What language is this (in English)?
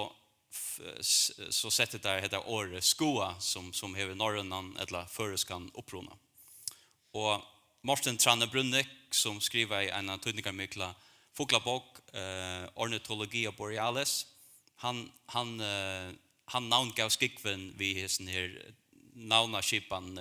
Faroese